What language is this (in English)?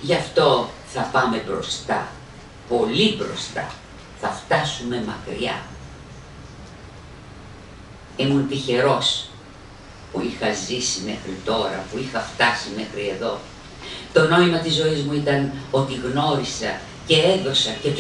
Greek